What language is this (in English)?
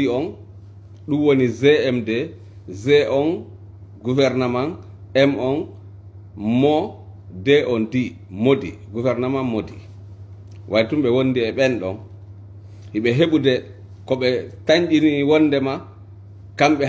Fula